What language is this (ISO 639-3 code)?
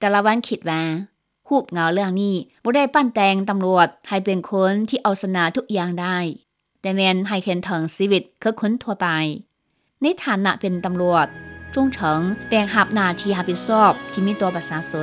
lao